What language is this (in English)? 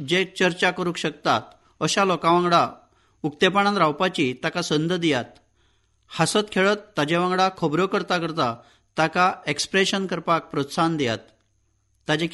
Konkani